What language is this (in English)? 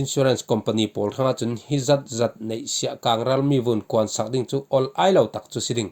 Falam Chin